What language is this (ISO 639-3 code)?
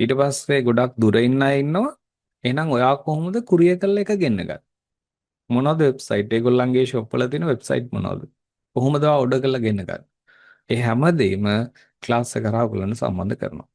sin